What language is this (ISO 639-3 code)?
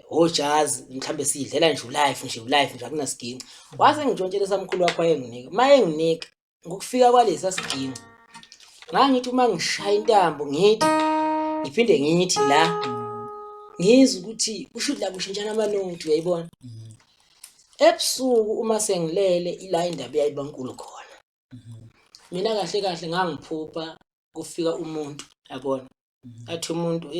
zul